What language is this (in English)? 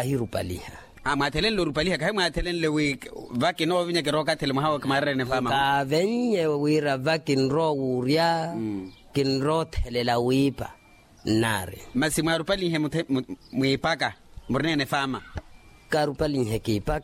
Makhuwa